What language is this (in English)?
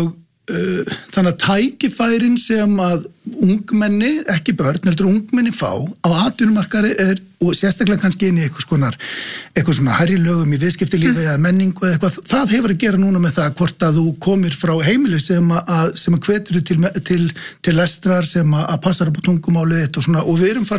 Icelandic